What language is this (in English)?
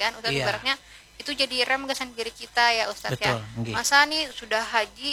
Banjar